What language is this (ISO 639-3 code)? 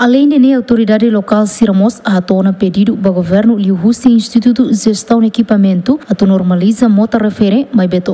tet